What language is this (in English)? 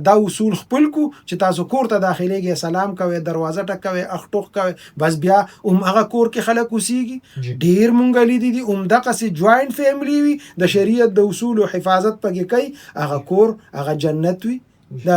Pashto